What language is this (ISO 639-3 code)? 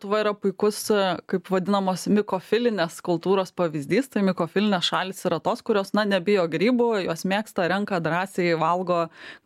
lit